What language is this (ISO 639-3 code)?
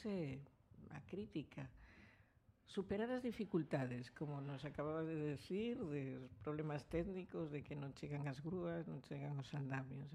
glg